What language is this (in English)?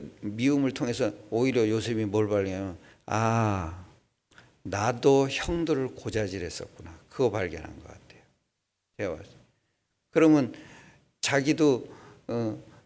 Korean